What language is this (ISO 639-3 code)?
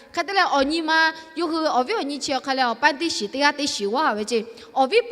lhu